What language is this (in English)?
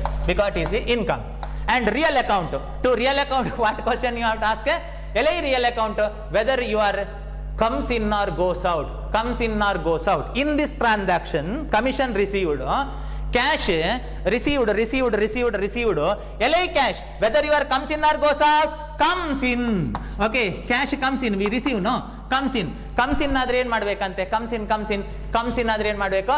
Kannada